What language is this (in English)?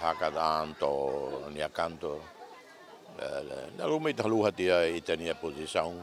Tetum